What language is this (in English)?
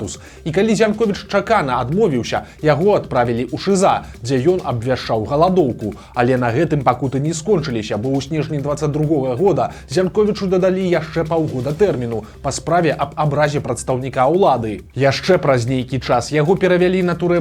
Belarusian